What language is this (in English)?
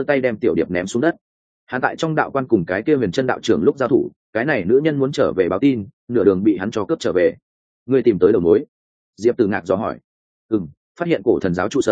Vietnamese